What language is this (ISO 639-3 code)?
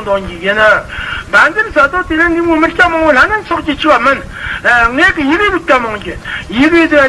bod